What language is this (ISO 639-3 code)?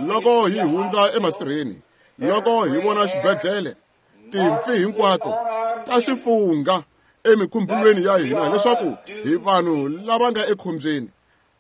tso